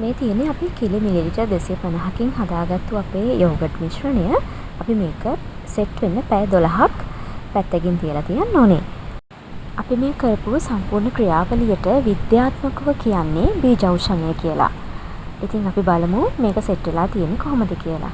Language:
Sinhala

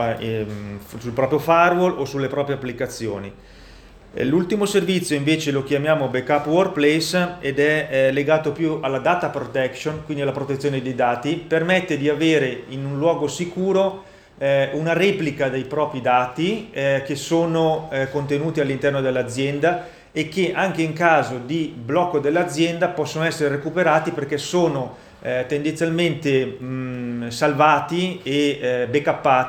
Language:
Italian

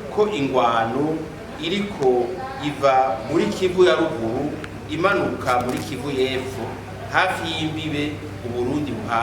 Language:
Rundi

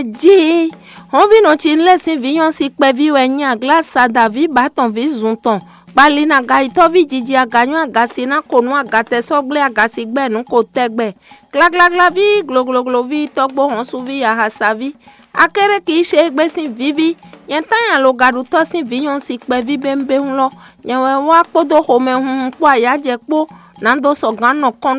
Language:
Fon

